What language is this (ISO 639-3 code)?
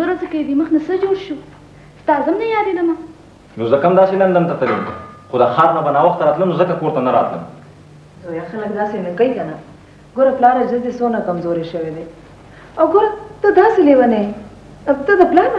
pus